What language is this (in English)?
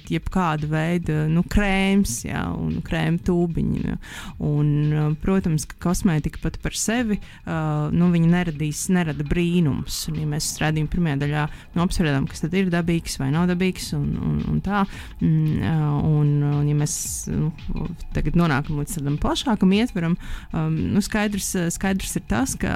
Latvian